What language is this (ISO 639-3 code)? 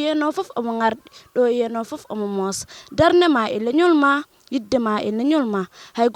ful